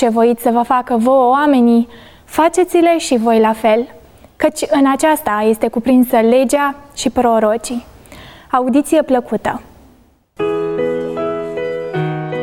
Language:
Romanian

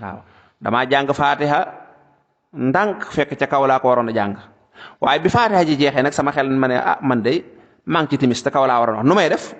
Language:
Wolof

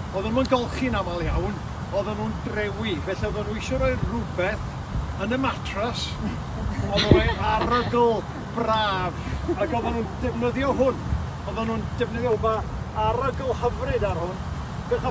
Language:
Welsh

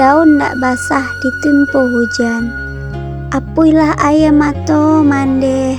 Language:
Minangkabau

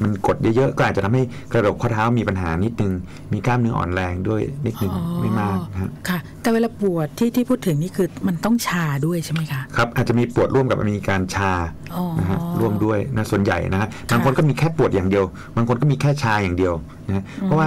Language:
Thai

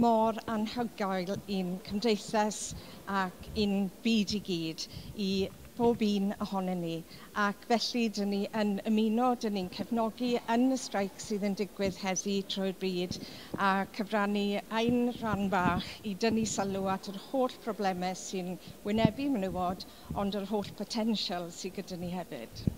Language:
Welsh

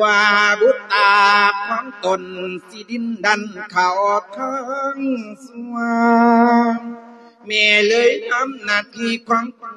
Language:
Lao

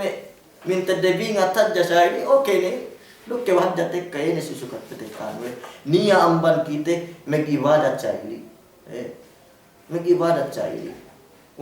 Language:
Yakan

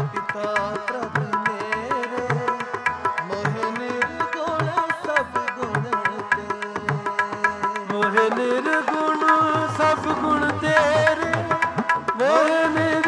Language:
Punjabi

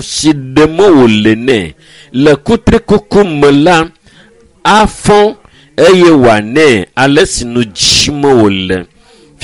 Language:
Ewe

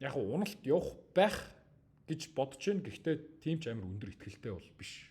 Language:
Mongolian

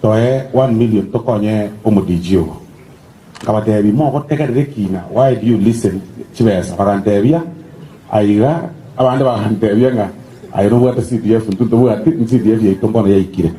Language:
Gusii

